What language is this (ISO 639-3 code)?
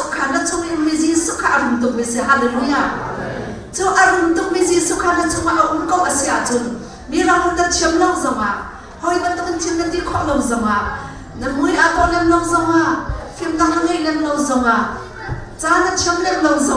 cnh